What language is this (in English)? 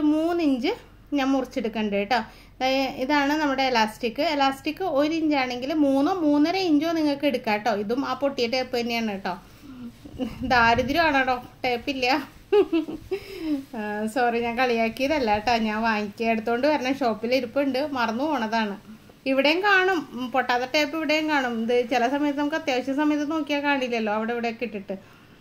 Malayalam